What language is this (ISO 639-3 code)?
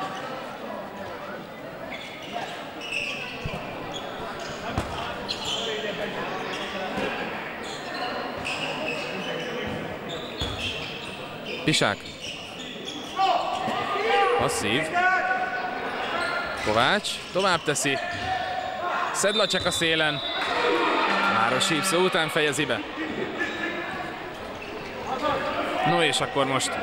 hun